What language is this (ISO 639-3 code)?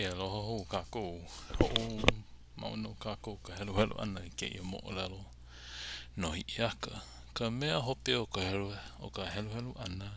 haw